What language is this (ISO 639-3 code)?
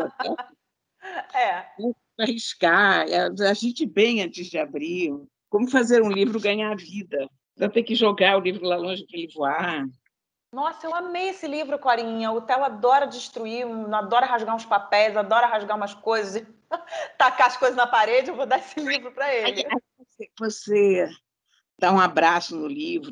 por